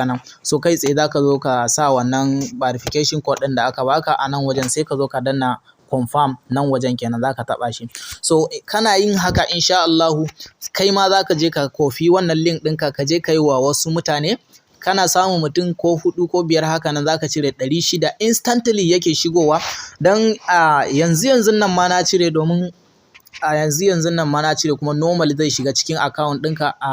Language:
Hausa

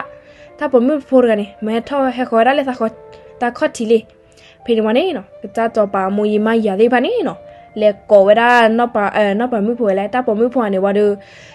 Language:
S'gaw Karen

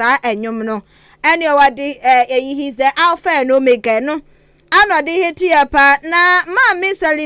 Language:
Akan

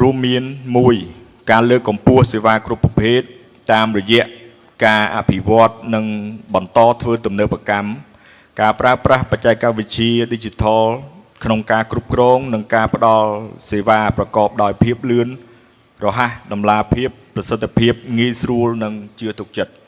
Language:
Khmer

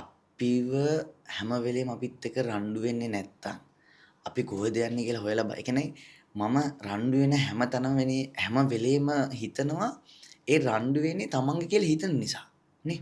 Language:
Sinhala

